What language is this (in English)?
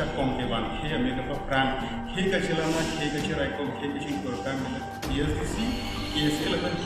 Karbi